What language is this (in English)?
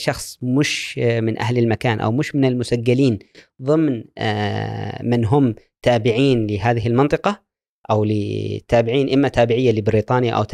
Gulf Arabic